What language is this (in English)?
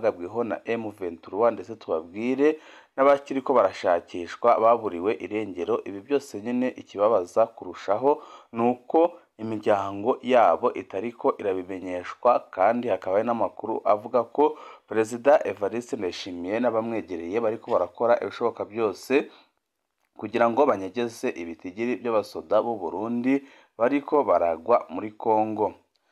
Rundi